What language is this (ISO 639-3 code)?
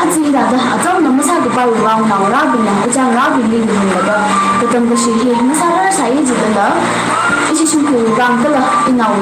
nmf